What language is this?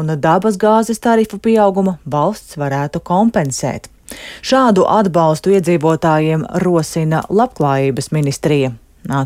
Latvian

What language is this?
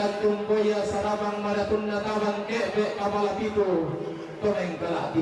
Toraja-Sa'dan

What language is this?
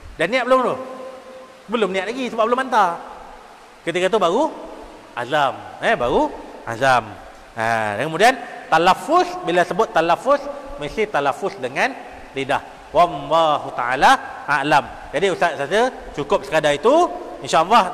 Malay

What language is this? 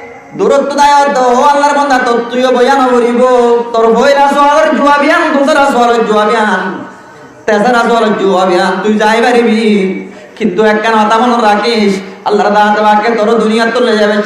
Rohingya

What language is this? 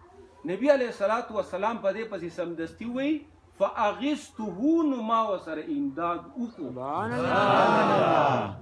Pashto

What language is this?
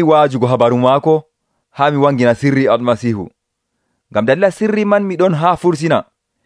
Nigerian Fulfulde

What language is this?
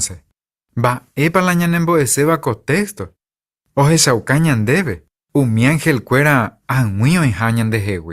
Guarani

